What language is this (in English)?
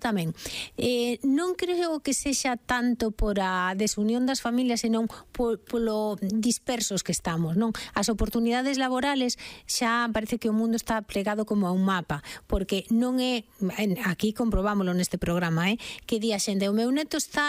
Galician